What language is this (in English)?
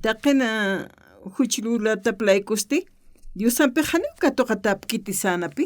Aymara